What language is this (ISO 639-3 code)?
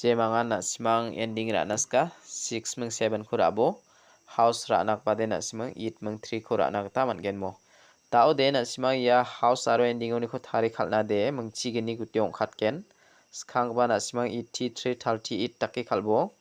grt